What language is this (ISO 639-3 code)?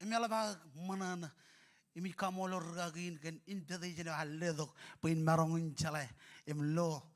mah